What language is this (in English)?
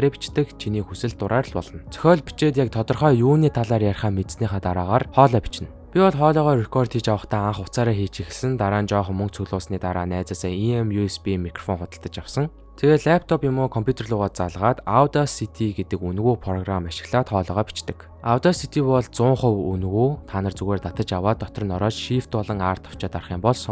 Mongolian